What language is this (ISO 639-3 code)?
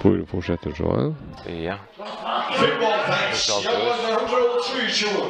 fao